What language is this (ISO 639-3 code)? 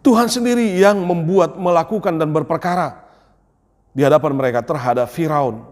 bbc